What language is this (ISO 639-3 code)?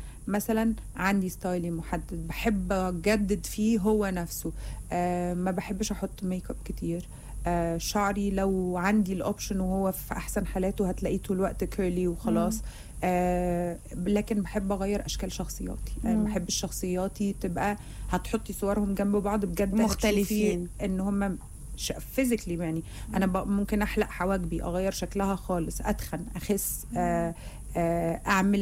arz